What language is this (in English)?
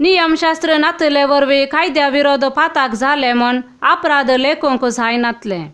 Konkani